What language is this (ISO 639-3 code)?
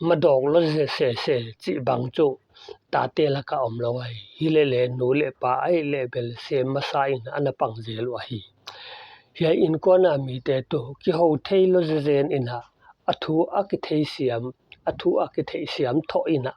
pck